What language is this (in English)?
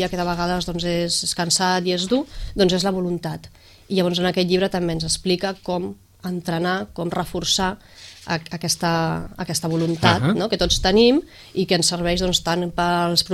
Catalan